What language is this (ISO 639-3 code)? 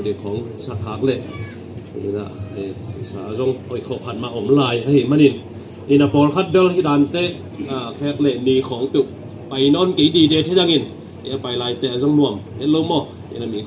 ctd